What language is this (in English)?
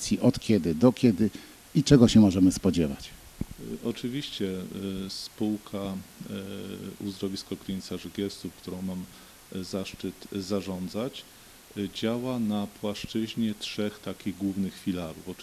Polish